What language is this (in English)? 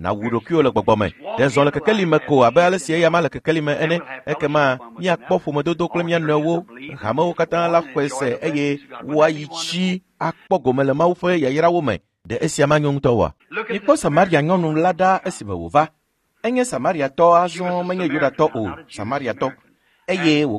Ewe